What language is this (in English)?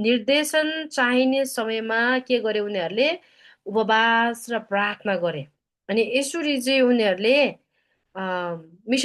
Nepali